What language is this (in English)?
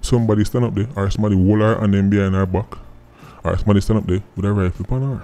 Jamaican Creole English